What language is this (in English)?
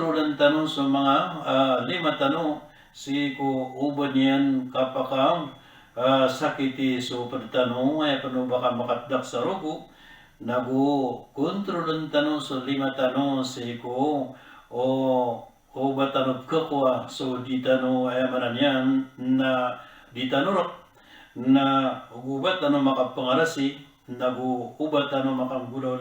Maranao